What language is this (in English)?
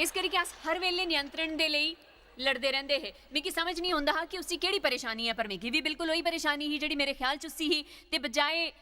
Dogri